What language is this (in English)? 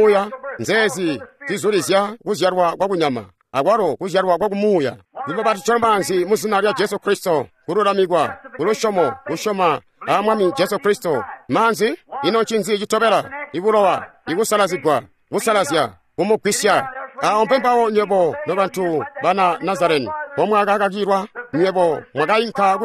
Tonga (Zambia)